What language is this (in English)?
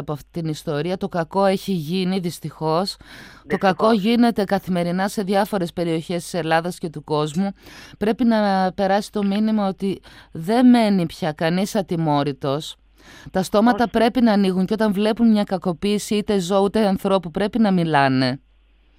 Greek